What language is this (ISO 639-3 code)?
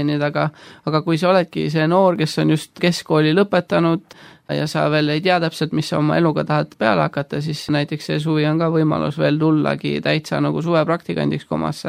est